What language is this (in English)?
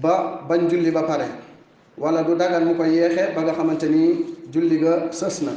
Wolof